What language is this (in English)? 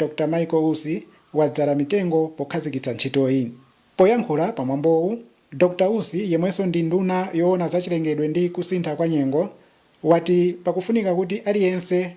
Nyanja